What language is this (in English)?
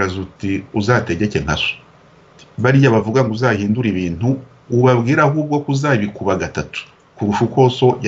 Kinyarwanda